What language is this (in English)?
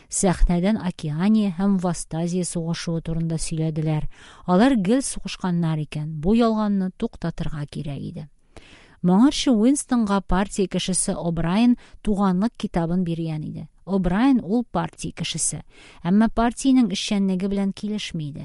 Tatar